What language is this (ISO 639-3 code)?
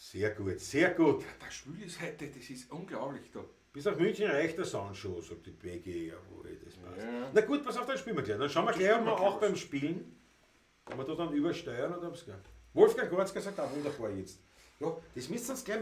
bar